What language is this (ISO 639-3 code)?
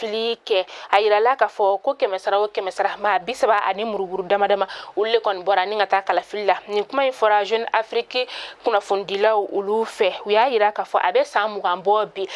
bam